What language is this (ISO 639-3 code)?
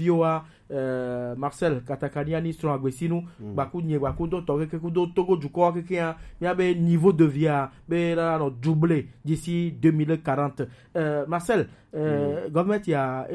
gej